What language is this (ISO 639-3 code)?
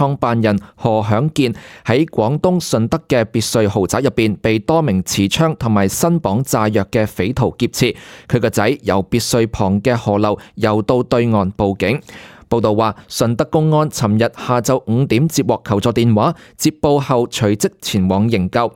yue